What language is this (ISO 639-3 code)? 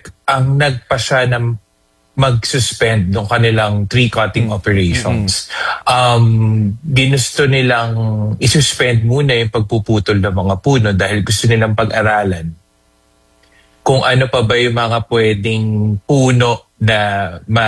fil